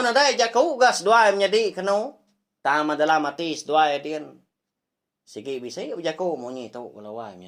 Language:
Iban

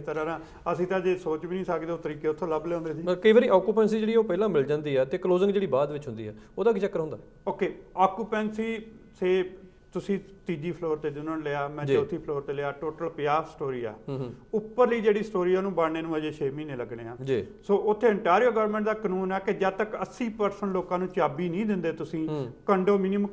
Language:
Punjabi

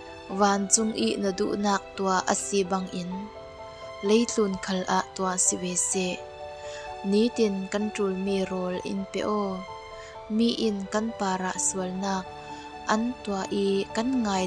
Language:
Falam Chin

